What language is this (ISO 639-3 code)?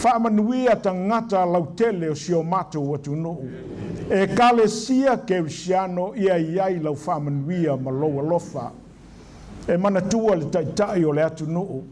smo